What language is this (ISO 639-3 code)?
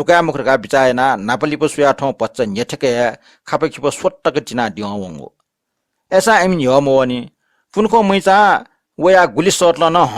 new